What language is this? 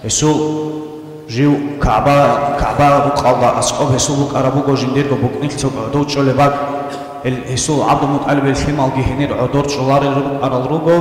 Avaric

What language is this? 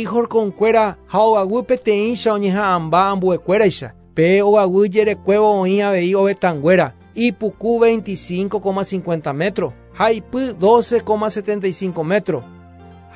Guarani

